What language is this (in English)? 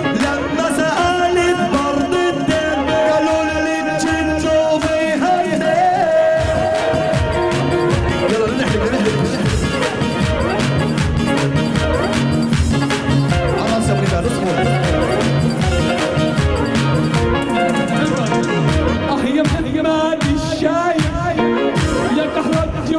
South Levantine Arabic